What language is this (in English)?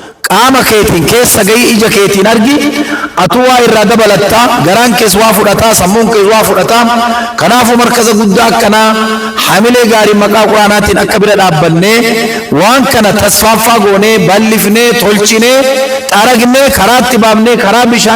Oromo